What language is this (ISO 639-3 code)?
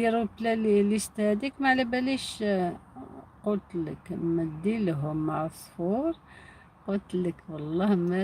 arq